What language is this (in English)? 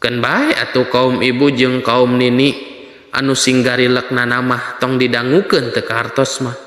Sundanese